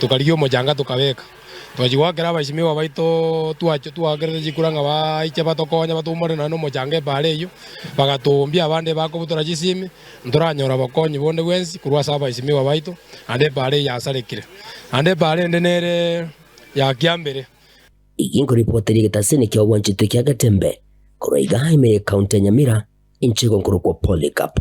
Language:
Gusii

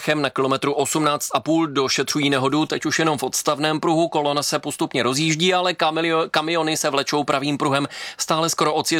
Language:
Czech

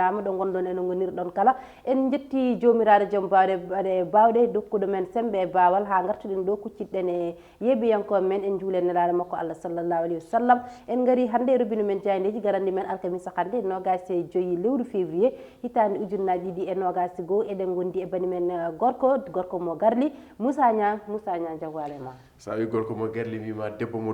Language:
Fula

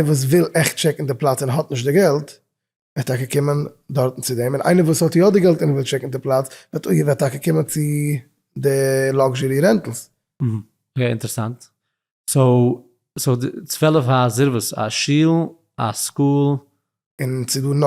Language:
Yiddish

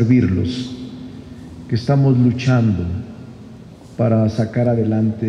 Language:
Spanish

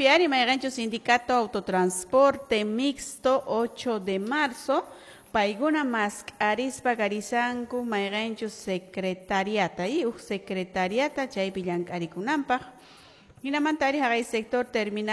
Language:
Quechua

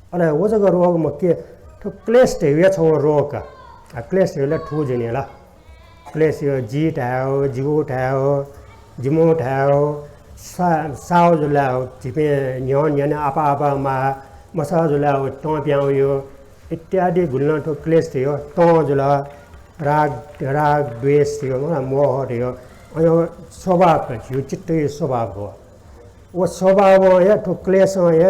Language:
Newari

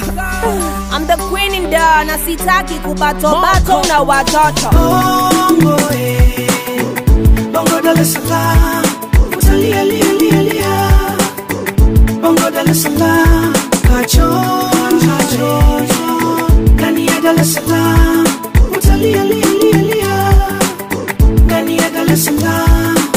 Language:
Swahili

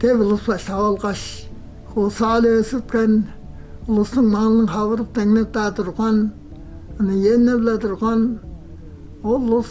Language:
Tuvinian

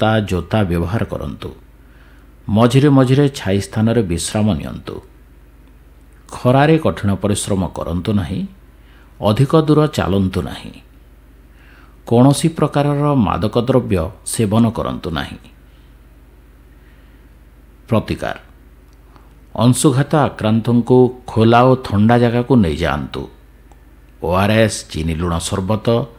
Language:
Odia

